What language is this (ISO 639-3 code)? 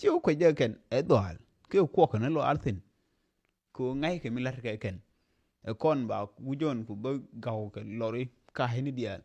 nus